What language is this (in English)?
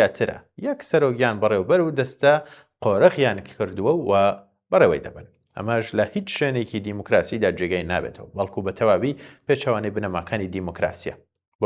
Central Kurdish